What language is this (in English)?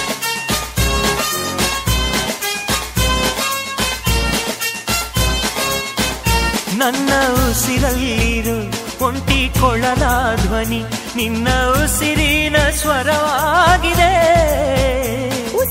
Kannada